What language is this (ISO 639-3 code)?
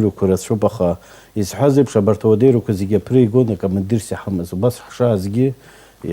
abk